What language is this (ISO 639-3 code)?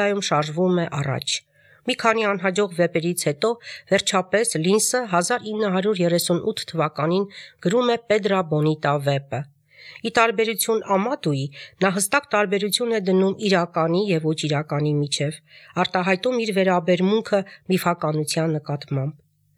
hye